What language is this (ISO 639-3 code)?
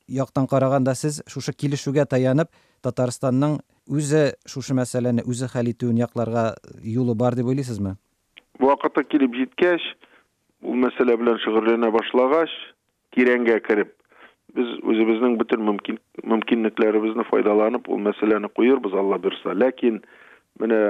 tat